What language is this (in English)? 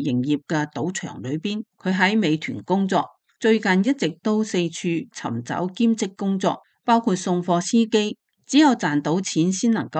Cantonese